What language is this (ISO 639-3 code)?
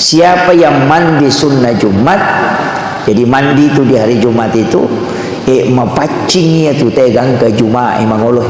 bug